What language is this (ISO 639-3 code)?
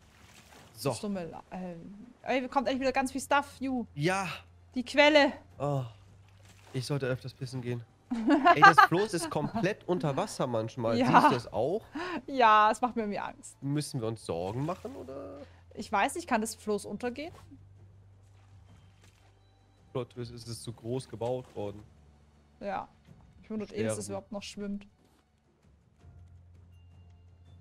deu